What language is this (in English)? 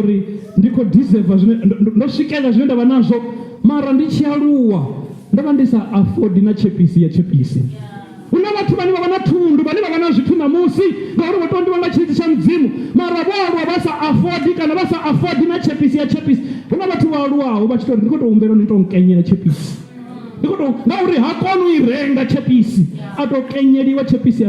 Venda